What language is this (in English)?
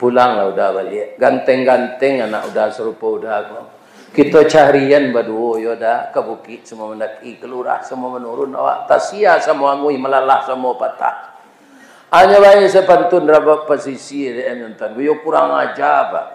Minangkabau